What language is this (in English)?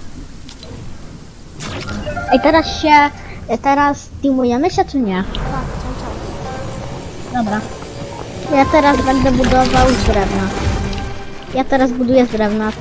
Polish